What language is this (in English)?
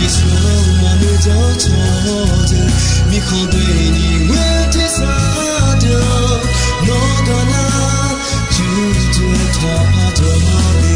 Akha